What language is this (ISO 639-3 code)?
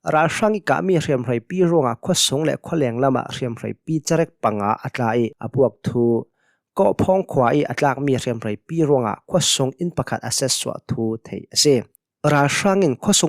cnh